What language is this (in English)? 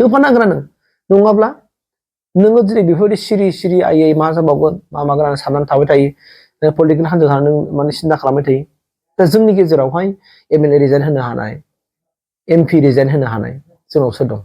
Bodo